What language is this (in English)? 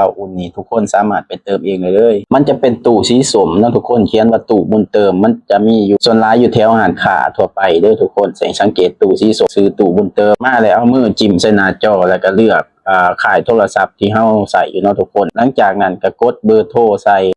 Lao